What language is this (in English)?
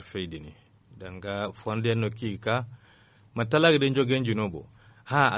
Zarma